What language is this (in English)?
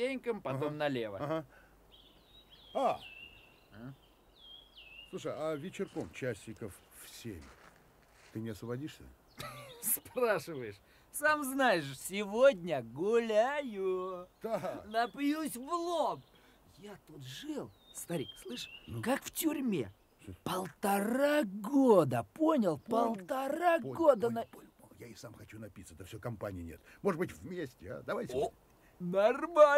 Russian